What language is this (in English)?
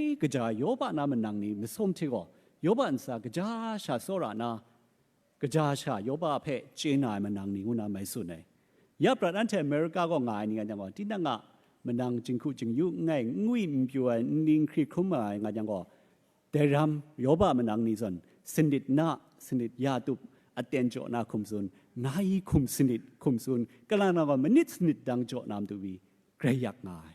Kachin